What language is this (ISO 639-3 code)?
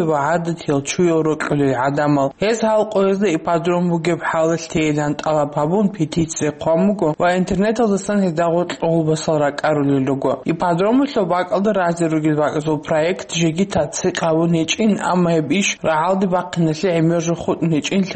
ava